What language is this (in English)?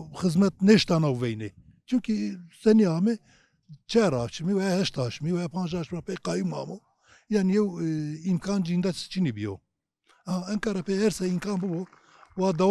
Kurdish